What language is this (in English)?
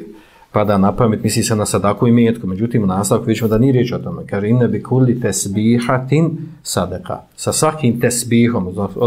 Bosnian